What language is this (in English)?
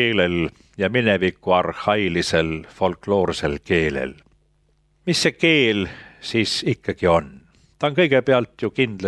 Estonian